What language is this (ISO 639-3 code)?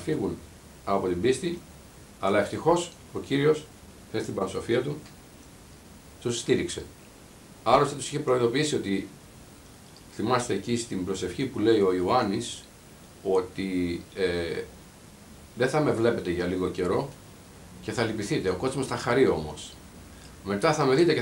ell